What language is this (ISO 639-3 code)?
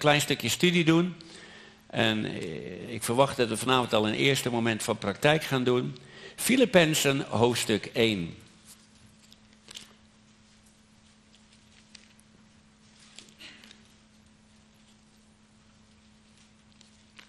nld